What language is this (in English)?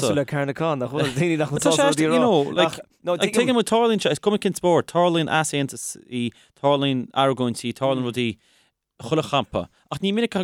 Irish